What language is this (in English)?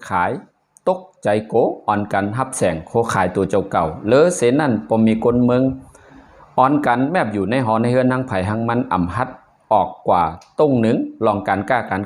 Shan